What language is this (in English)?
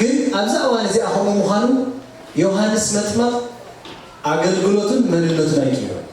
Tigrinya